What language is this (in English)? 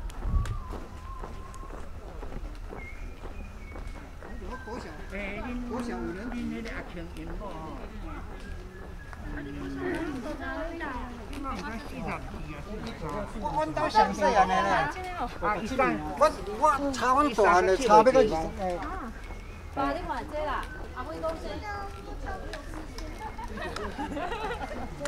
Min Nan Chinese